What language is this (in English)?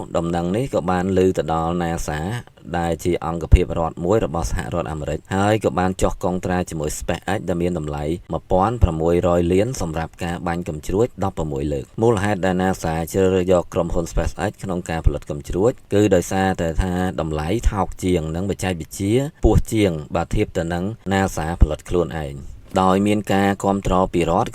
Khmer